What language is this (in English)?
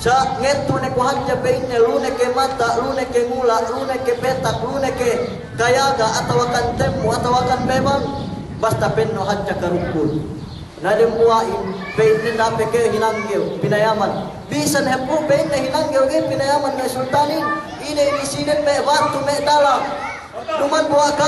Yakan